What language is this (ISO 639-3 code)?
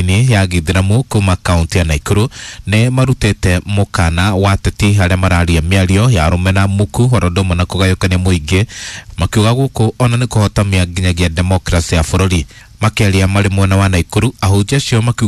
kik